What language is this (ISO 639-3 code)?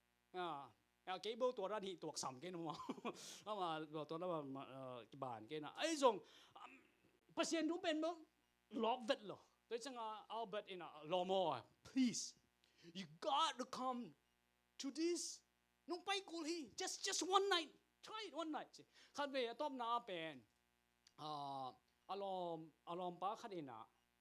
ctd